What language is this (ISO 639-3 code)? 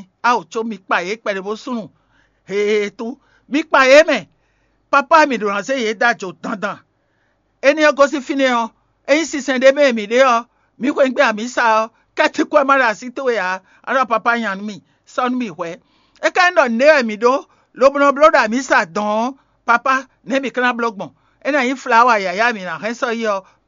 fon